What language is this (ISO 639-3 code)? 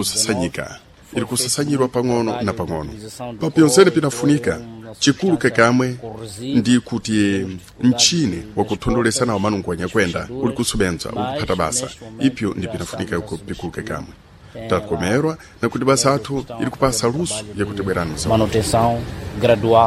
seh